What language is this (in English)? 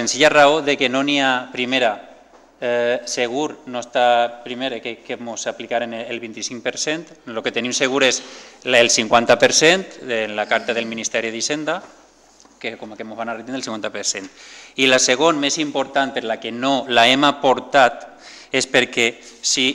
Catalan